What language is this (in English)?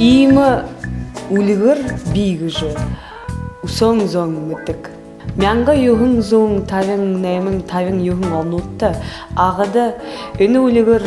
Buriat